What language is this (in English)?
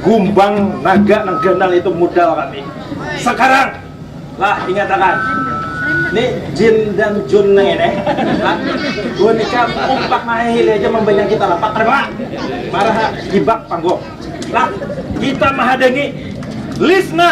Banjar